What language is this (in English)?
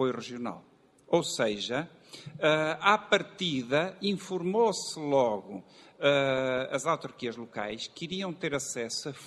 Portuguese